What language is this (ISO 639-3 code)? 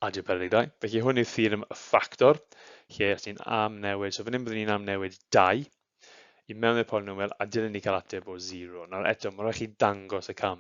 cym